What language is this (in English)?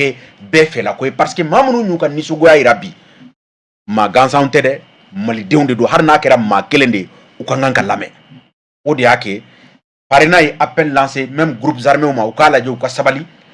Bambara